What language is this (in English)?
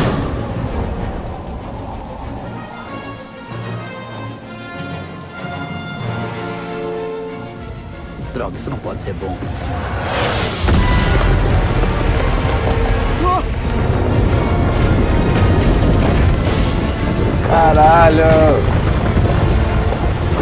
Portuguese